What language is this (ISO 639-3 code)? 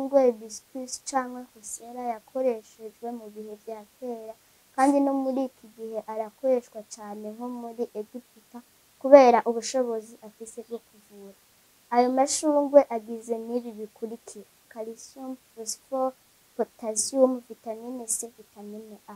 run